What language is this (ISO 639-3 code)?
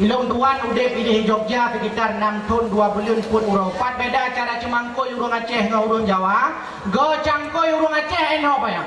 ace